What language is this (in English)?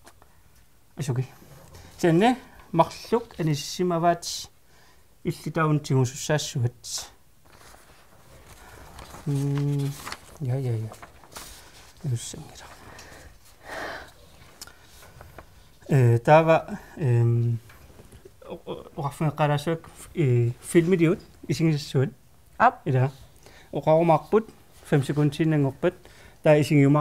Kalaallisut